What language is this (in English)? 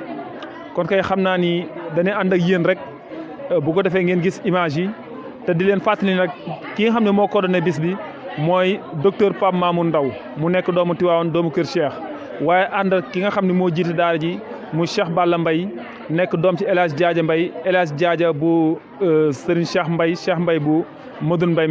Wolof